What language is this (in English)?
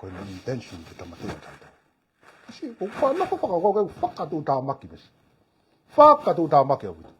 Tongan